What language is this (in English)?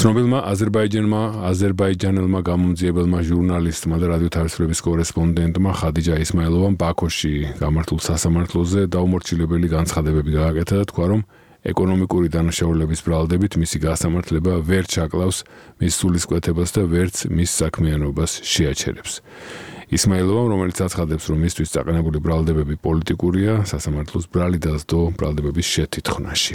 Georgian